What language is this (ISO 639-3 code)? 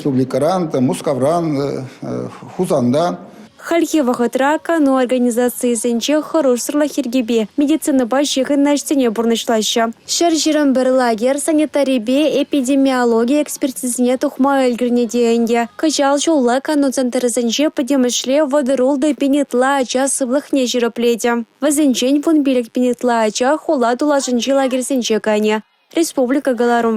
chv